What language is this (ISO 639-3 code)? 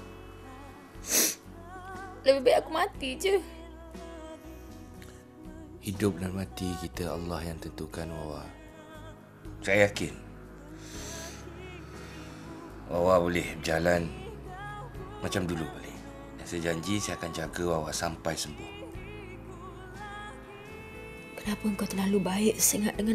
msa